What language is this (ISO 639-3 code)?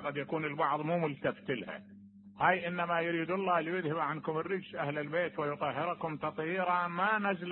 acm